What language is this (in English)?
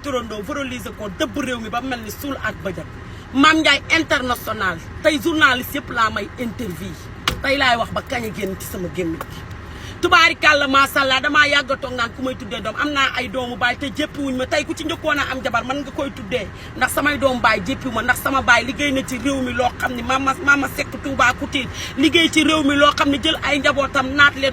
Wolof